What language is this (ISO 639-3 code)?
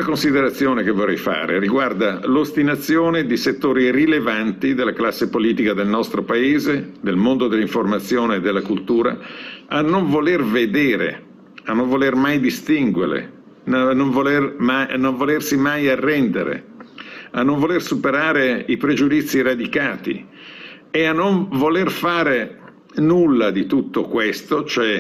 ita